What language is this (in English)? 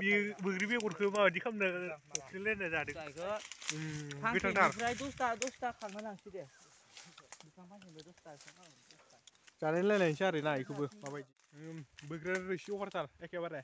Bodo